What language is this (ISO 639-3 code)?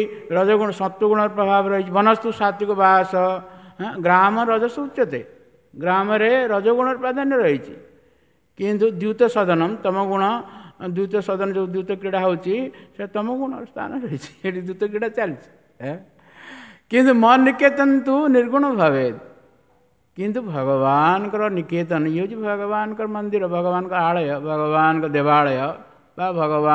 ori